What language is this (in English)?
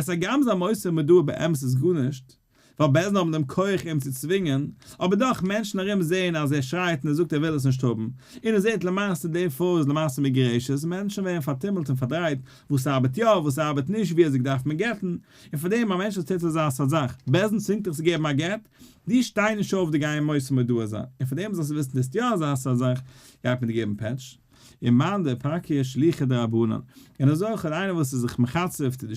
Yiddish